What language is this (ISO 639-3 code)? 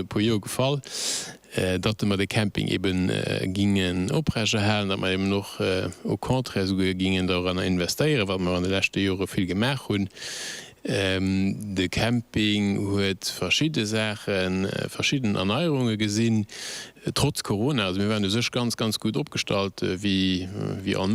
ltz